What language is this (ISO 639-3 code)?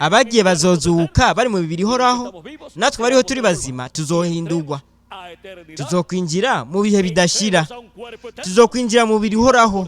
run